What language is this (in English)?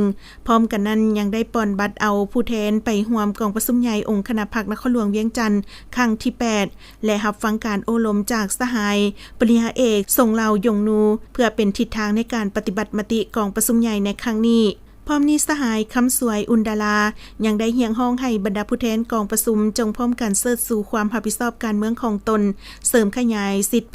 Lao